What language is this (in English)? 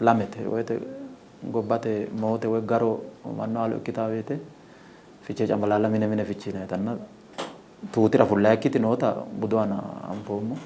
Sidamo